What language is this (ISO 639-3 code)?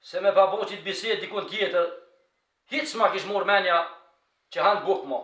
sqi